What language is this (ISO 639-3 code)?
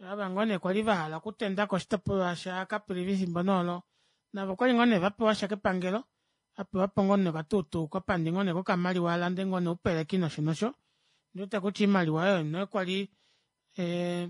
kua